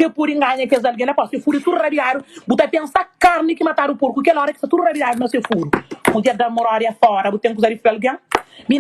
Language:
Kabuverdianu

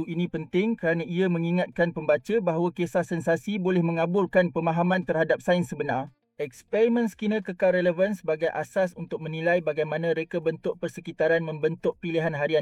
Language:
Malay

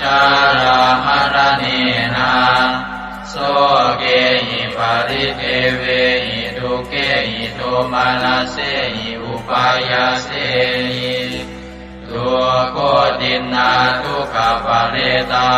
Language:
Pali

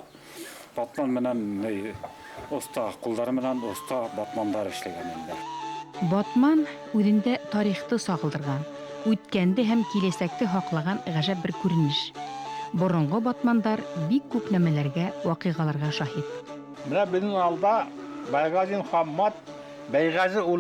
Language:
Bashkir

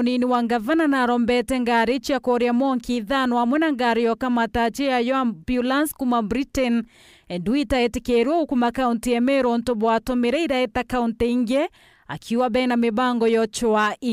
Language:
Meru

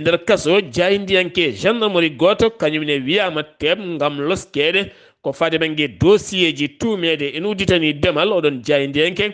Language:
Fula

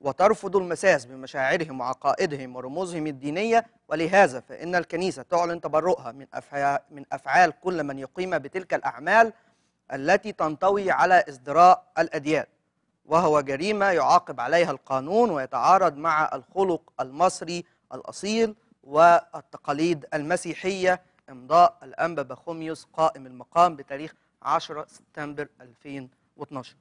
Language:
Egyptian Arabic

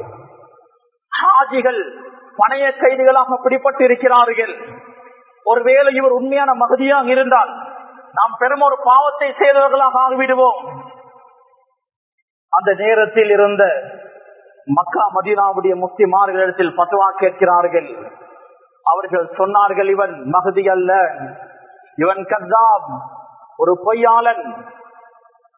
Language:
Tamil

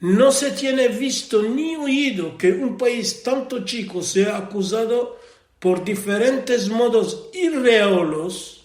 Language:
Ladino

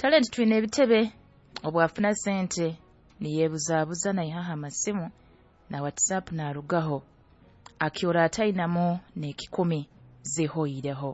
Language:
Nyoro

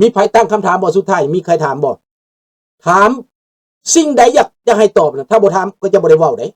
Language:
Lao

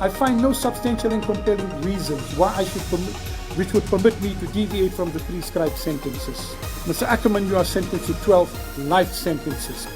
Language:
Northern Sotho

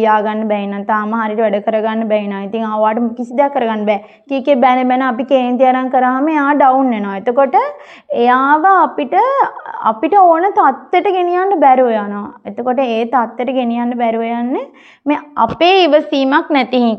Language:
Sinhala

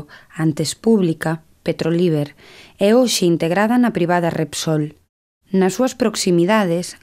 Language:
Galician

